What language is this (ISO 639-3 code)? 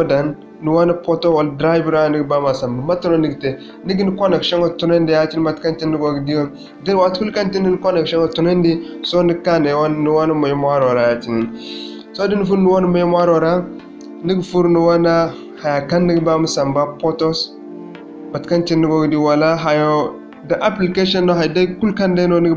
dje